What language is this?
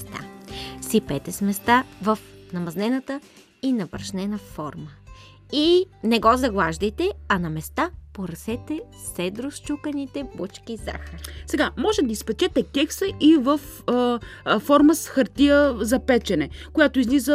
Bulgarian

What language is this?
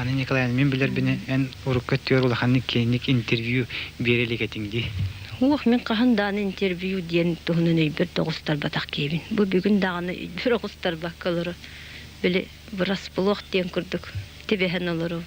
Yakut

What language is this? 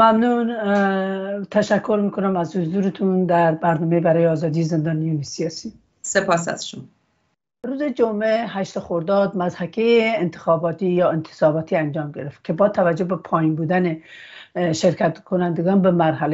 Persian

